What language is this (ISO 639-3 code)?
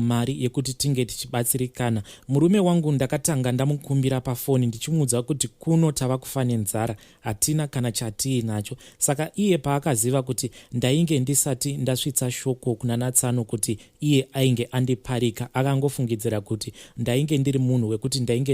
sna